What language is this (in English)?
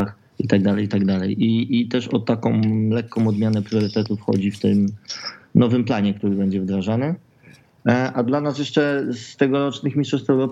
Polish